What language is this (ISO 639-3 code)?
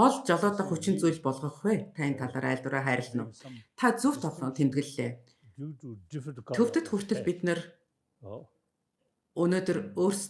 mon